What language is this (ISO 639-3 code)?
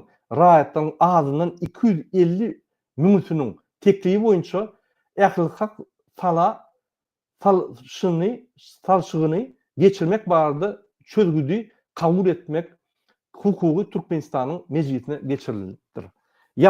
tuk